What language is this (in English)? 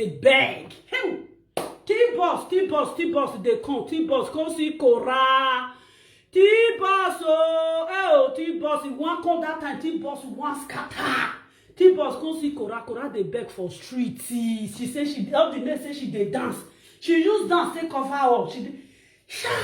Nigerian Pidgin